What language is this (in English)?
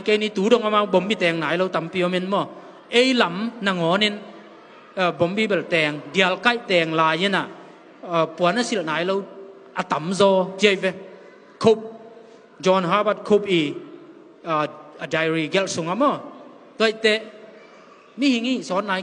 Tedim Chin